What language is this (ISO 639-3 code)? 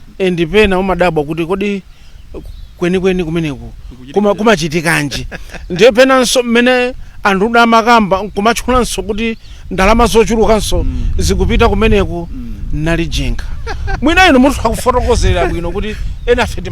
nya